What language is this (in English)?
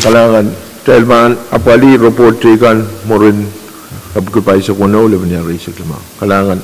Pohnpeian